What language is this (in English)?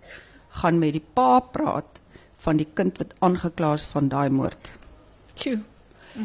Afrikaans